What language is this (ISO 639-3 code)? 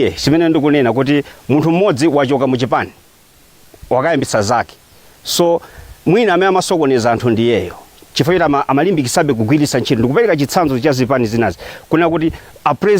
nya